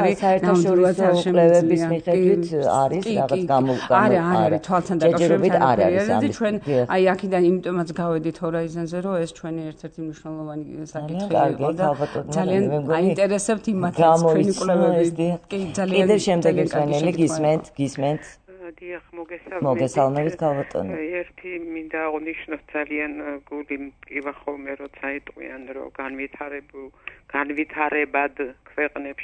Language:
Georgian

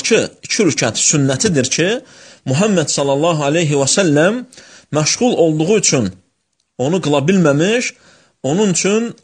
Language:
Azerbaijani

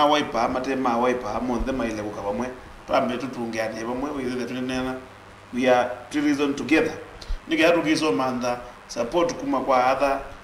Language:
Kamba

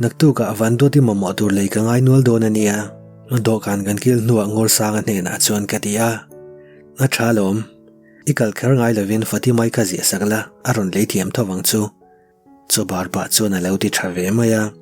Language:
Mizo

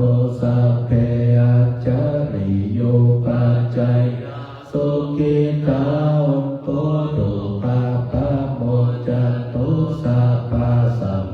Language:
Pali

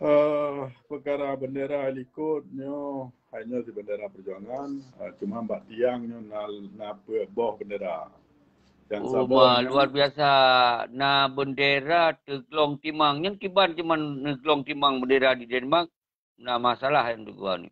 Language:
Achinese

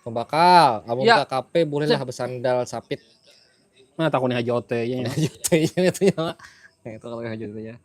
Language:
Banjar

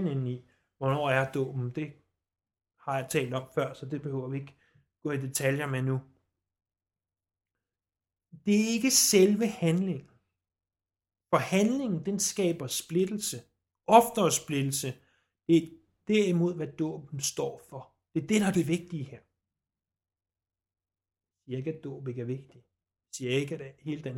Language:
Danish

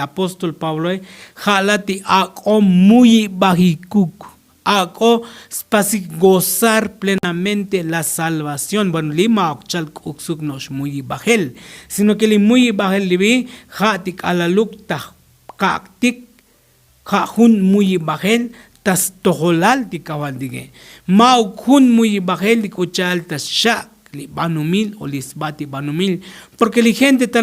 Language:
Tzotzil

